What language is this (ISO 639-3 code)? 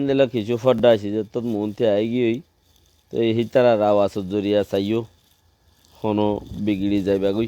rhg